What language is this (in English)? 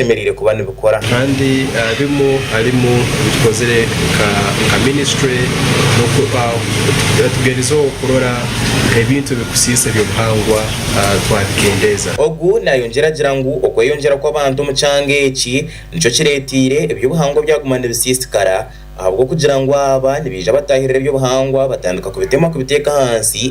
Nyankole